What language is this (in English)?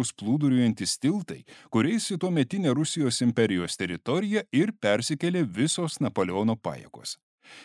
Lithuanian